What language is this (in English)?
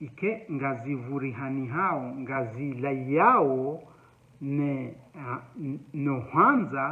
Ngazidja Comorian